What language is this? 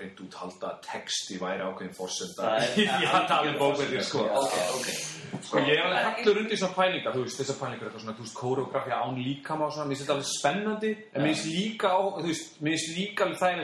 Icelandic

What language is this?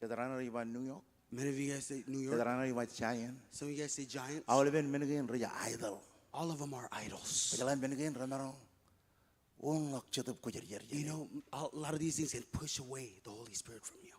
Marshallese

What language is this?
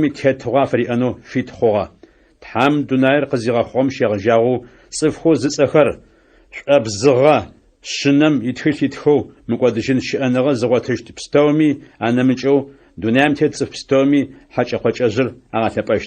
Adyghe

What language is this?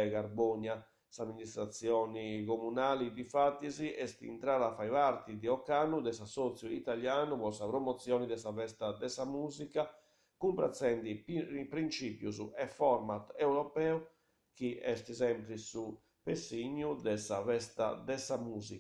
Sardinian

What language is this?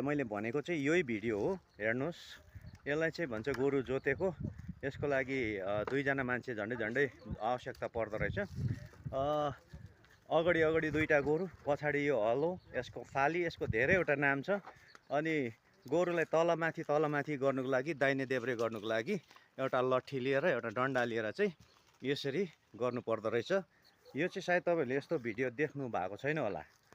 Nepali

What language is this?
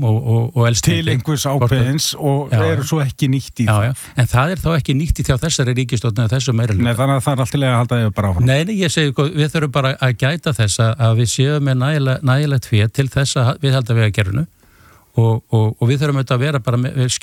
Icelandic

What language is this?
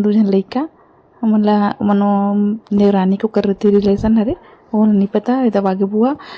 Chhattisgarhi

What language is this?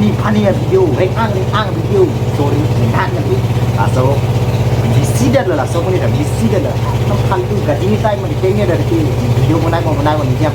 Karbi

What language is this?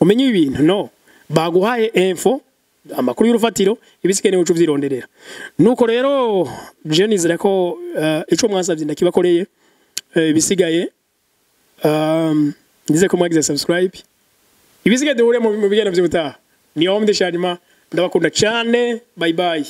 Rundi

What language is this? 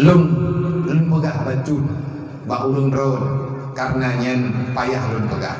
Achinese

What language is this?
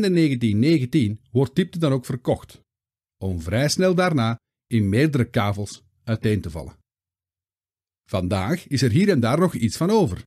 Dutch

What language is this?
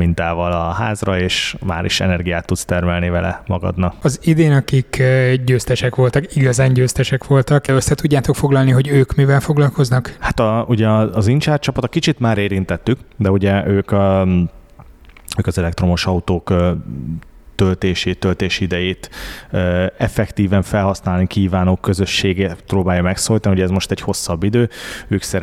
Hungarian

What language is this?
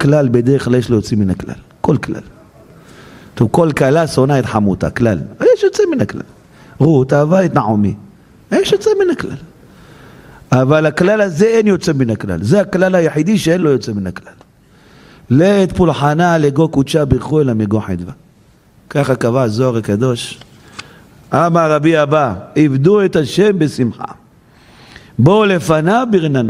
Hebrew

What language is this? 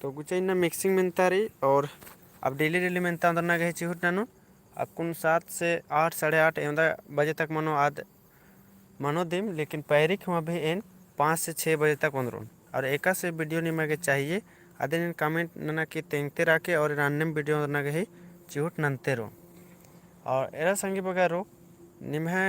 Kurukh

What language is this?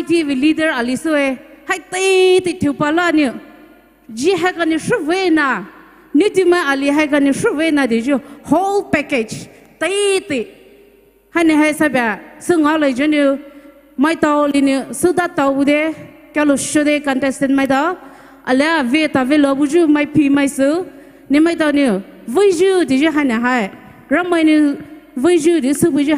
Poumei Naga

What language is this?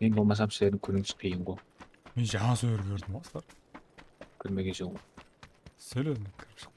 Kara-Kalpak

